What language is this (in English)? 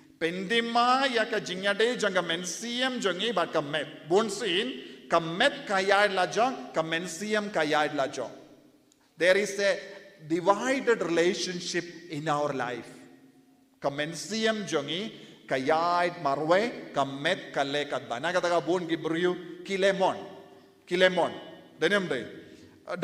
Khasi